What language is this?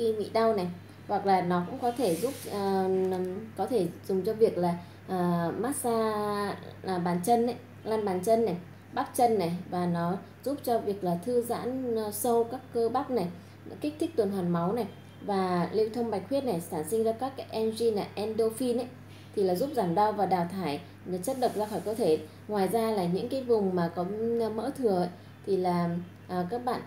Vietnamese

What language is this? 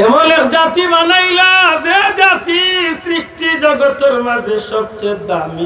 Sylheti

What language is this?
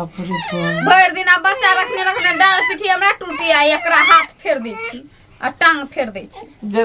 Maithili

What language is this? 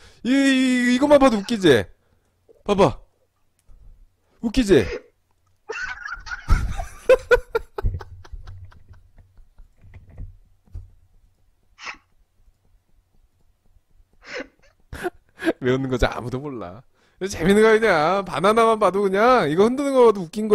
Korean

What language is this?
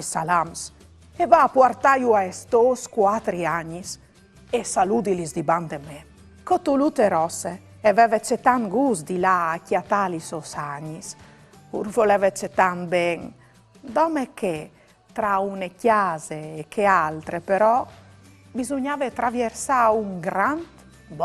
Friulian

